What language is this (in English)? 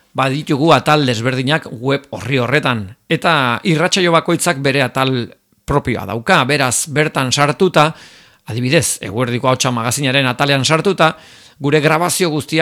Basque